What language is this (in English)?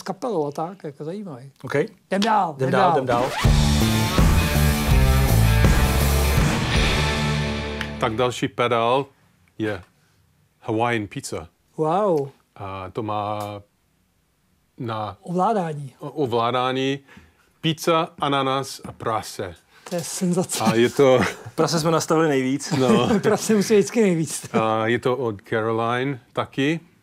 Czech